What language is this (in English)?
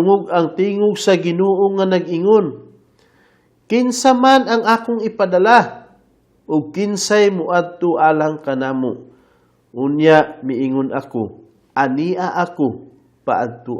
Cebuano